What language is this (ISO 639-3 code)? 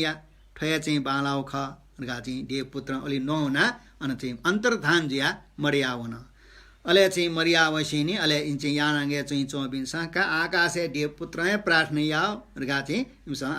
new